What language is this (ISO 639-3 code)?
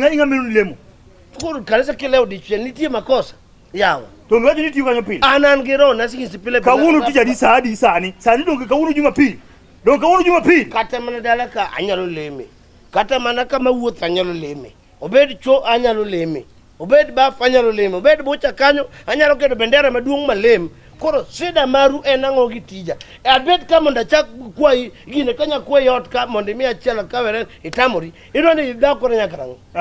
luo